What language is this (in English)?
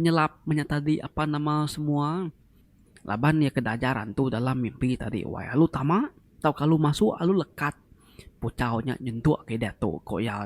Iban